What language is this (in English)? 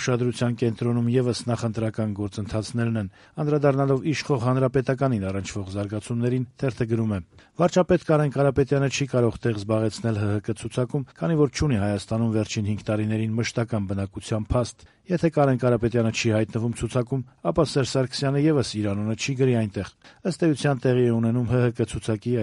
Armenian